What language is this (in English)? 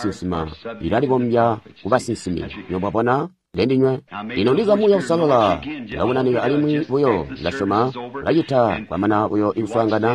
Tonga (Zambia)